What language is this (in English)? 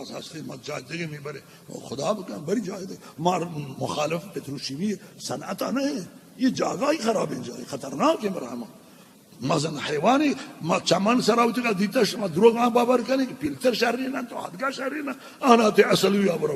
Baluchi